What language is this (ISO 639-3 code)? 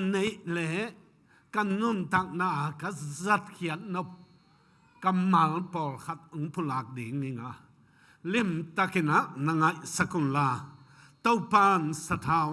ctd